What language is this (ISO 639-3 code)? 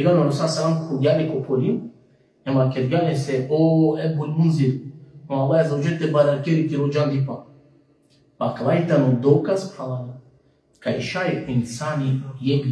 rmn